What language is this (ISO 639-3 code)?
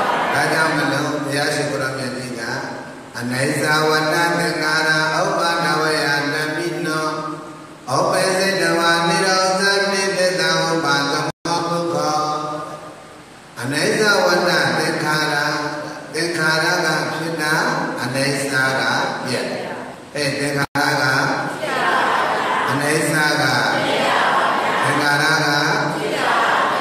mya